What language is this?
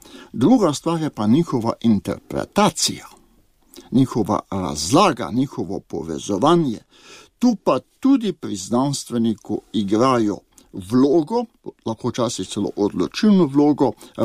Slovenian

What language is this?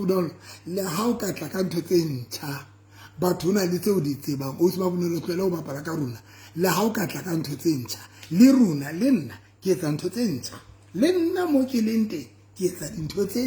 Southern Sotho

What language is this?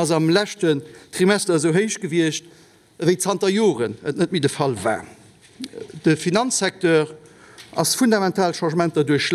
Luxembourgish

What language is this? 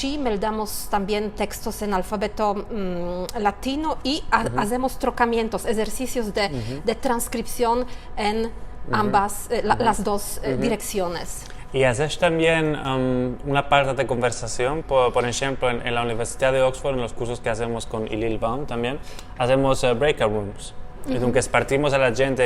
Ladino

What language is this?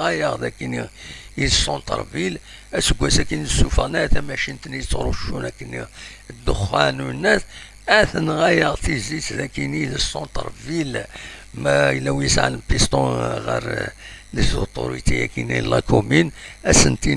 Kabyle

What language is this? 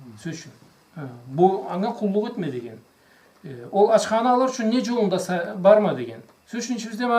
Karachay-Balkar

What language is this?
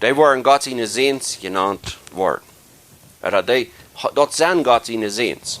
Plautdietsch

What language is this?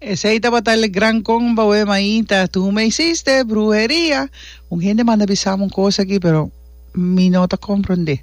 Papiamento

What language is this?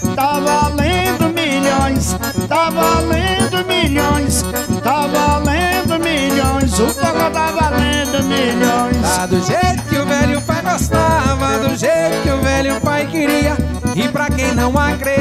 Portuguese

